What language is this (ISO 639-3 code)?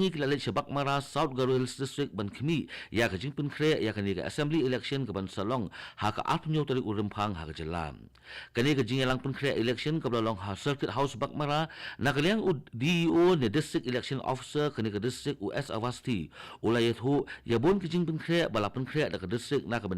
kha